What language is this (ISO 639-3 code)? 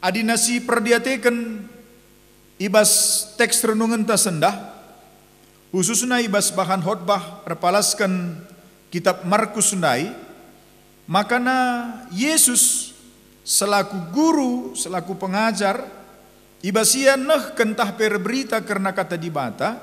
btx